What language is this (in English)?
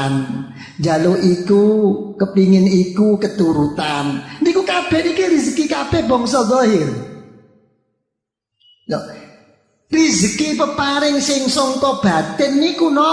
Javanese